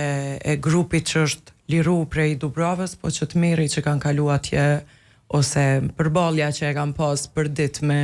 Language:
Albanian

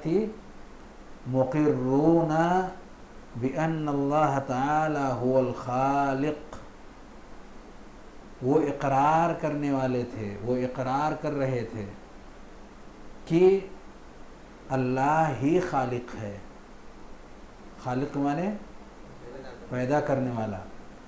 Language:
Urdu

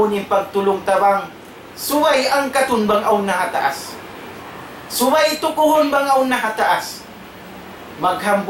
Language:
Tausug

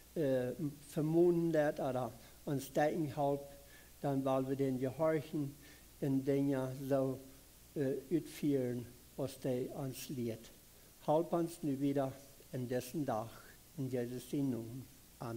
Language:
Plautdietsch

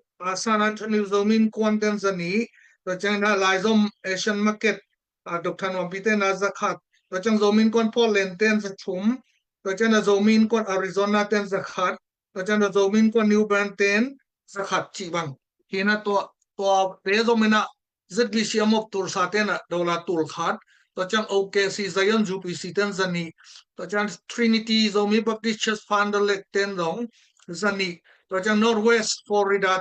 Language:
Tedim Chin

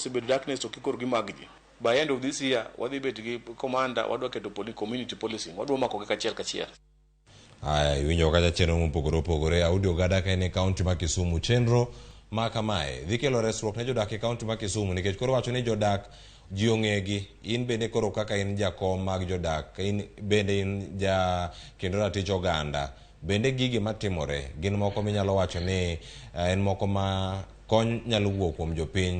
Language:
Luo (Kenya and Tanzania)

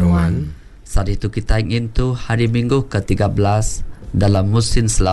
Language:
Iban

